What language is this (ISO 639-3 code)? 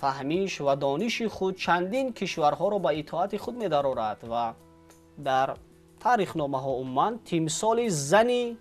tgk